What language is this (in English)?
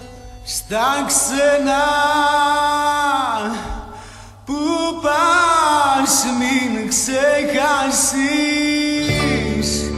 Greek